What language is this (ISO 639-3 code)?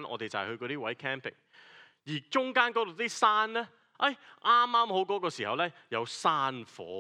yue